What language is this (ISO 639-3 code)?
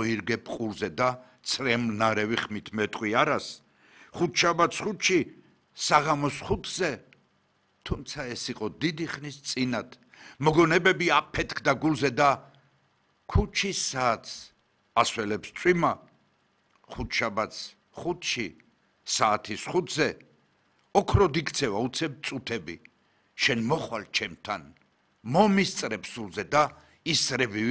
kat